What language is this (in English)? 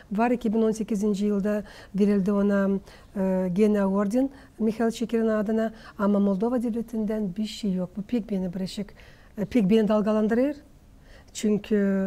Gagauz